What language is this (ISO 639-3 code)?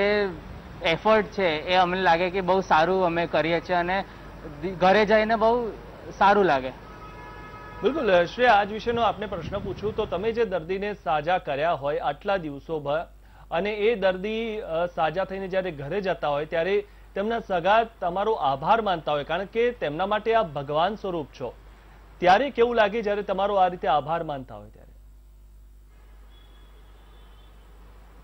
guj